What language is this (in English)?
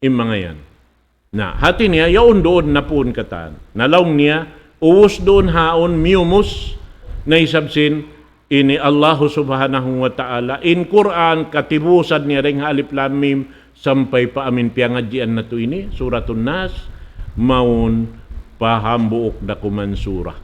Tausug